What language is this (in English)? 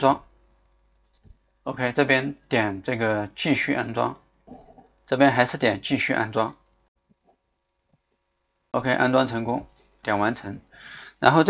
Chinese